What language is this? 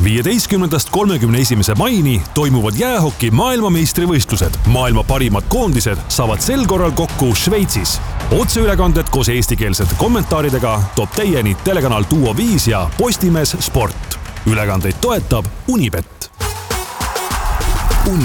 Estonian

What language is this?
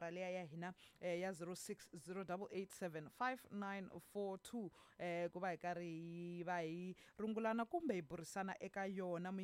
Tsonga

